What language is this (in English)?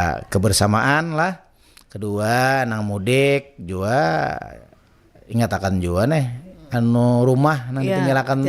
Banjar